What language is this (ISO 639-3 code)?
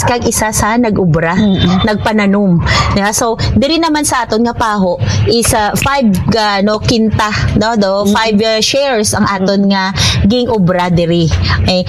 hil